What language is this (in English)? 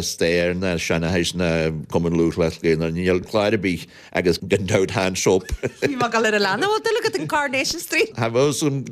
Irish